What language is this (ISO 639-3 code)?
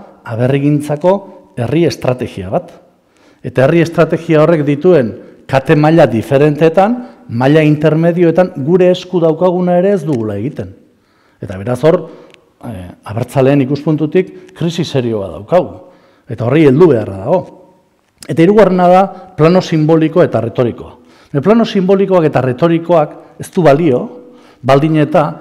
eus